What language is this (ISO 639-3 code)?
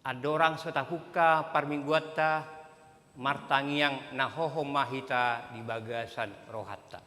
bbc